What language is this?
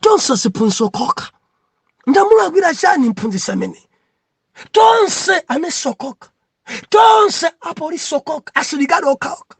Nyanja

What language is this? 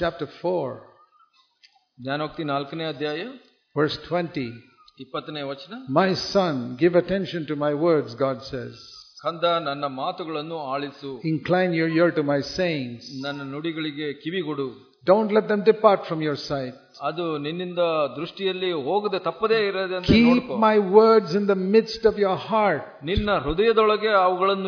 Kannada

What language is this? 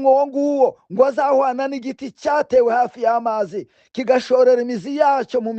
Kinyarwanda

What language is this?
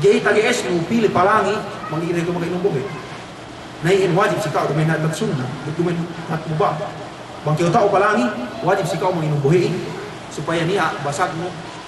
Yakan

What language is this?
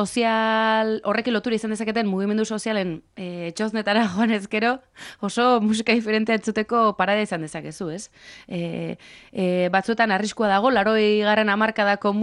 Basque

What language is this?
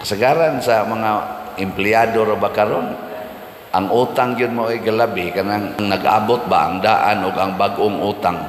Cebuano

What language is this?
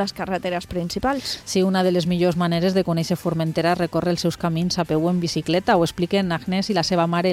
Catalan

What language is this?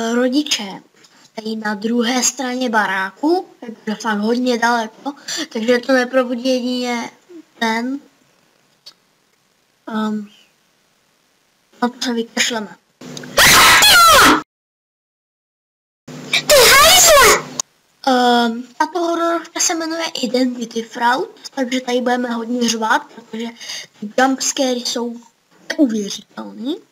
Czech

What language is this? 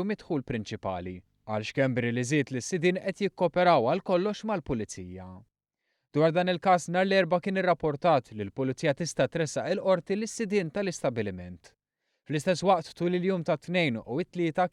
Maltese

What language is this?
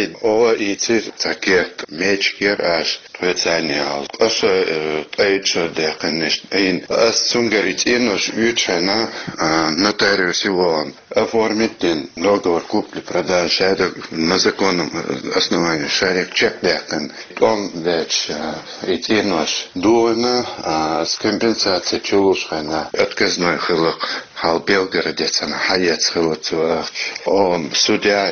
Chechen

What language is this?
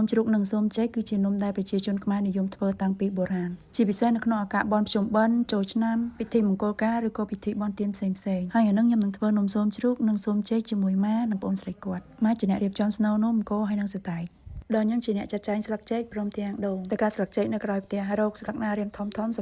Khmer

